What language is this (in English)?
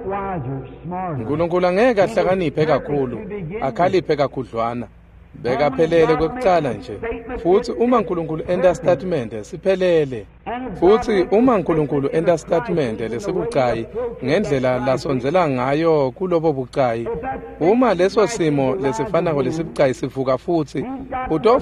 Swati